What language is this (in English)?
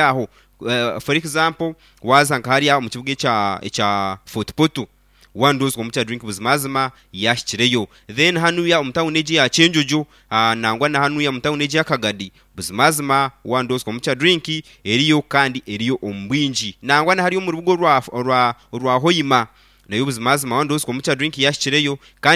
Nyankole